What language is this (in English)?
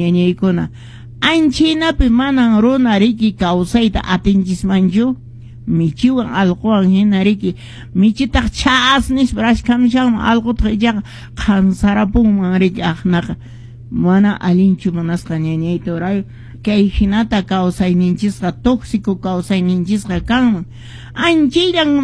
Quechua